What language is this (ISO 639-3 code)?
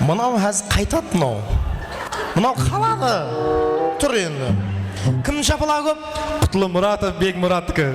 kaa